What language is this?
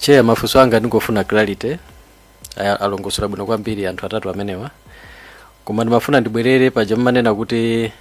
Nyanja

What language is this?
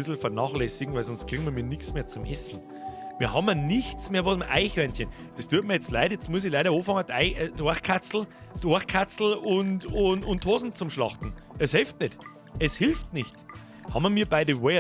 Bavarian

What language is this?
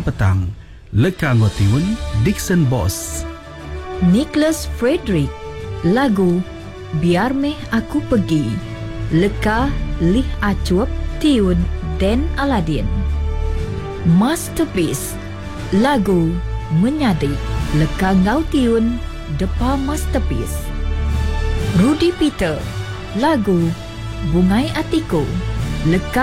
Iban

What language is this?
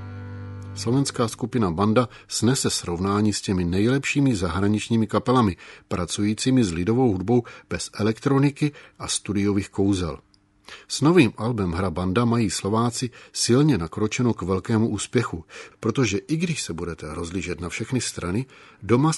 Czech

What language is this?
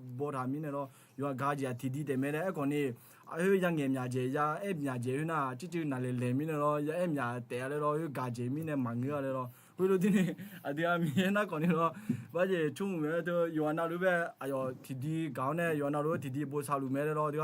Akha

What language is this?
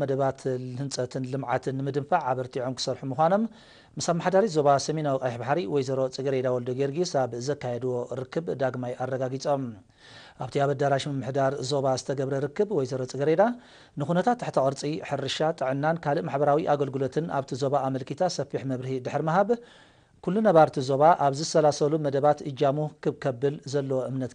Tigrinya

